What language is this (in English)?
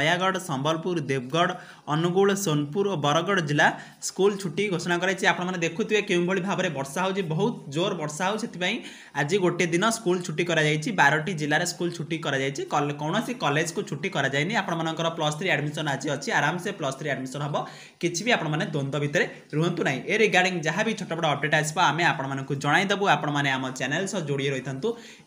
Odia